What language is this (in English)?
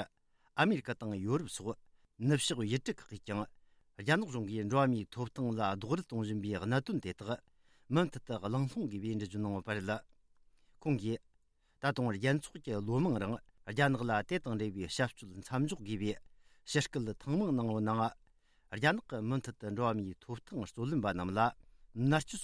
Tibetan